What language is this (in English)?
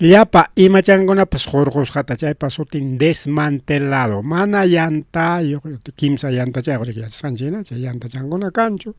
Ayacucho Quechua